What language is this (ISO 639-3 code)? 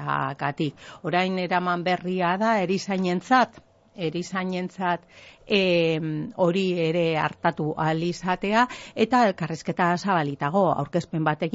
eus